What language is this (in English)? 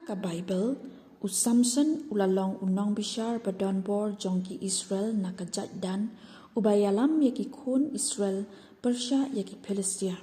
Khasi